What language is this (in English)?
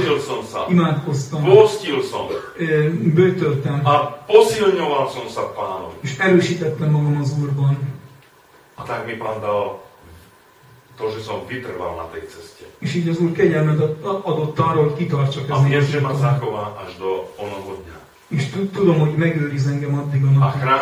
Slovak